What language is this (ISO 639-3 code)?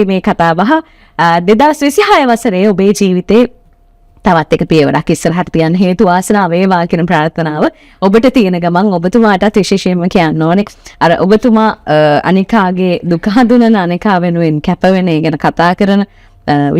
sin